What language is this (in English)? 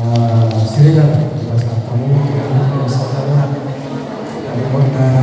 Batak Toba